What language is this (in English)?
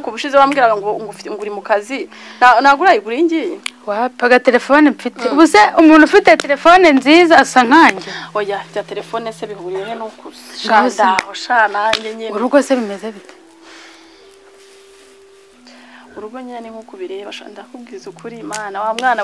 Kinyarwanda